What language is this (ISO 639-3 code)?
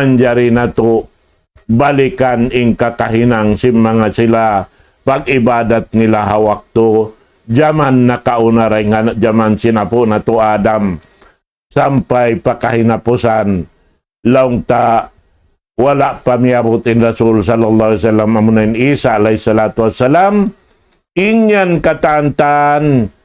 tsg